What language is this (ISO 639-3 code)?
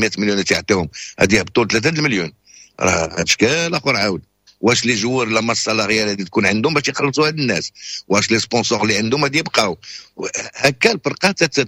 ary